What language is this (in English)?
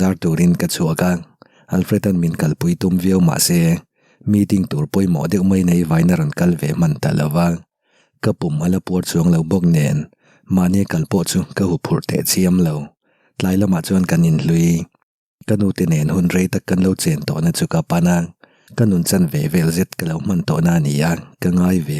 Mizo